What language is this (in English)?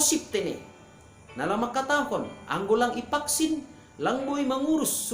Batak Simalungun